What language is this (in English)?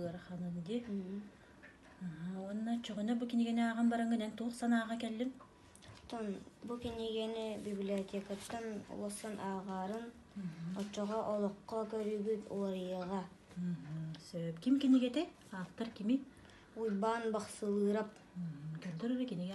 Yakut